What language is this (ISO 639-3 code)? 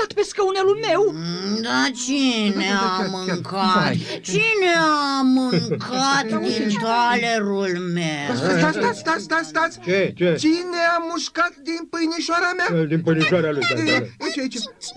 ron